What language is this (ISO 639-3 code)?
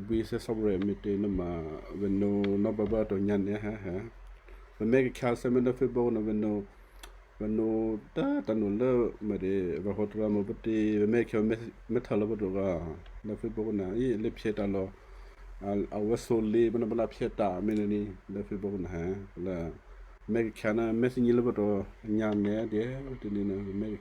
kyu